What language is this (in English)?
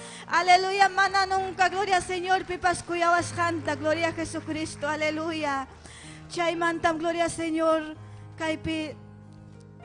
Ayacucho Quechua